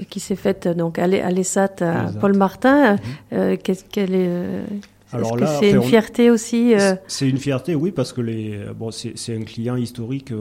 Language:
French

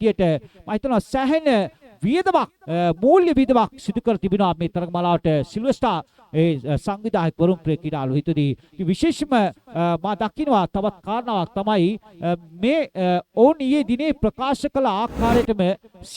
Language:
Sinhala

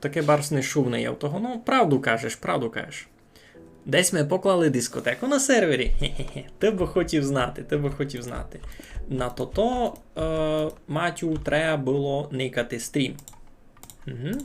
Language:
Rusyn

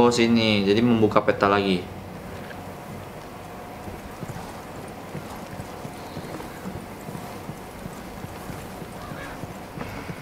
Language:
Indonesian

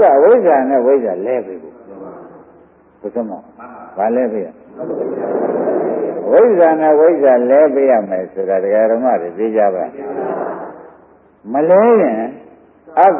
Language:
Burmese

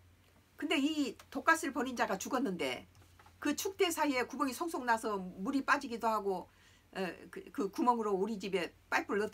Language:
Korean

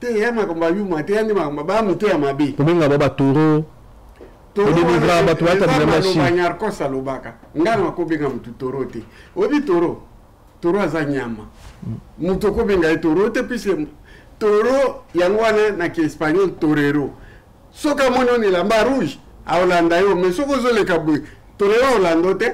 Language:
Lingala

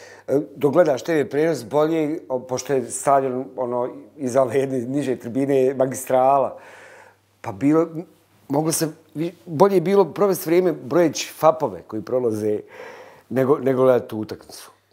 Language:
Bosnian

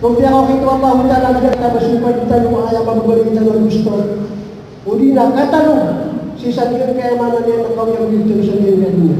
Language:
Maranao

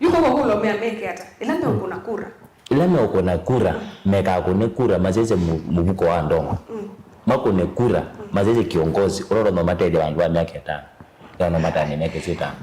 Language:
Kamba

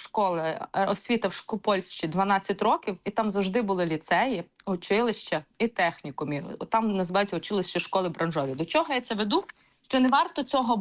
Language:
Ukrainian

